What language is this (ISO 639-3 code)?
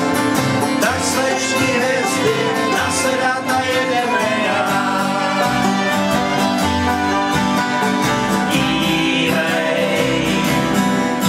ces